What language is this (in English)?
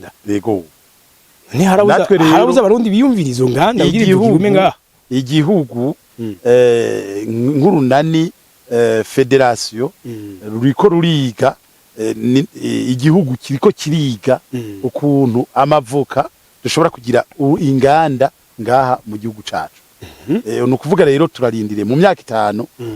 Rundi